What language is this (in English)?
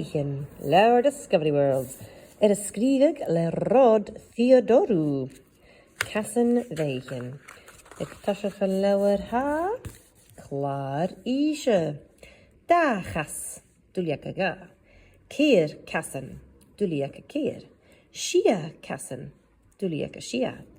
Scottish Gaelic